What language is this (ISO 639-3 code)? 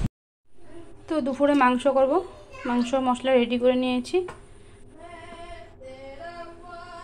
ben